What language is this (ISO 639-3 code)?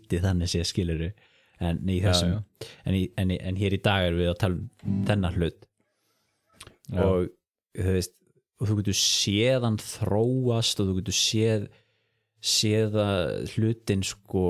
isl